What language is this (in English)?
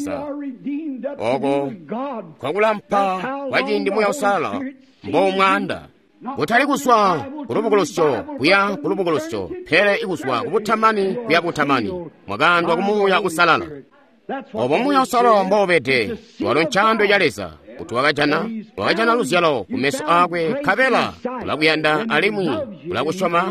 Tonga (Zambia)